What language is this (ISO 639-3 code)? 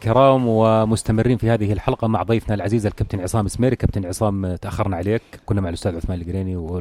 apc